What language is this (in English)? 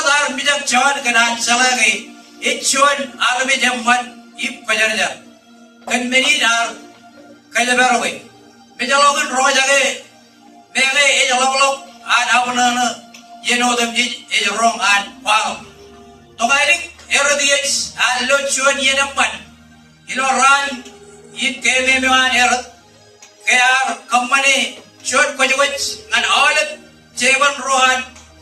Marshallese